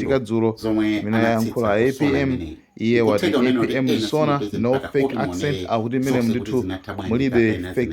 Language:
Nyanja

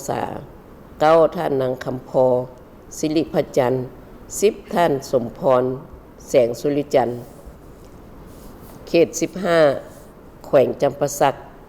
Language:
Lao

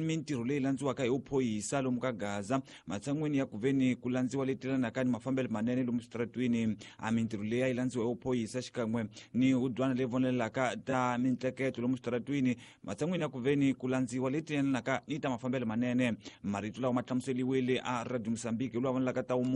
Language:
Tsonga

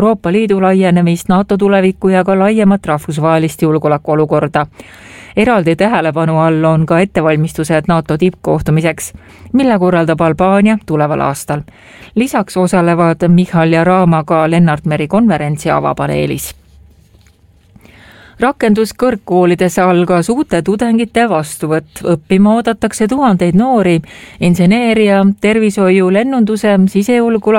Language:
Estonian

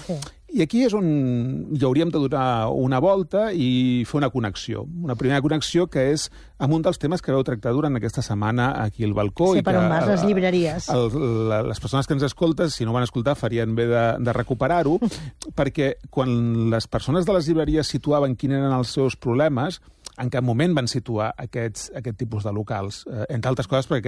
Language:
Catalan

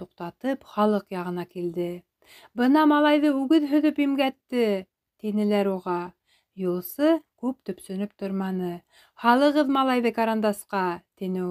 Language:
Bashkir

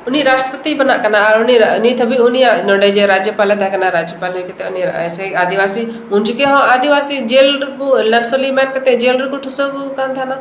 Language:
Santali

